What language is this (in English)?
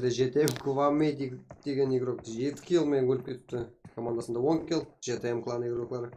Kara-Kalpak